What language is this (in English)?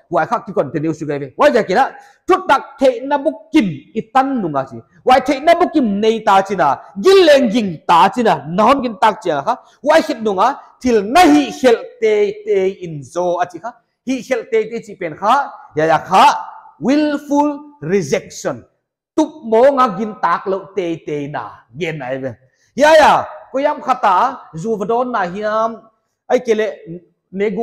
Paite Chin